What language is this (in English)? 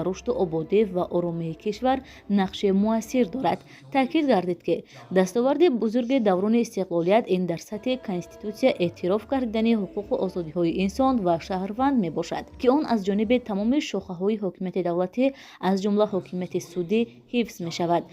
Tajik